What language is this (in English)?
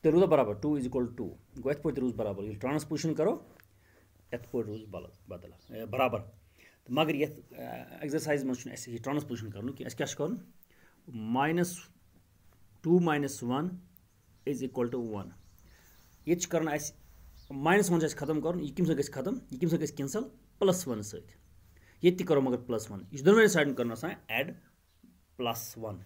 Kashmiri